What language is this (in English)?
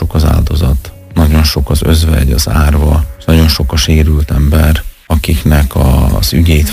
Hungarian